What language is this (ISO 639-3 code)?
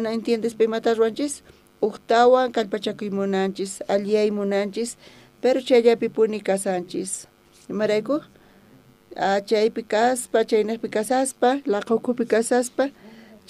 quh